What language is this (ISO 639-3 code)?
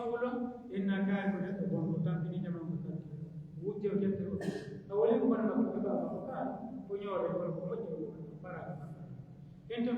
fuf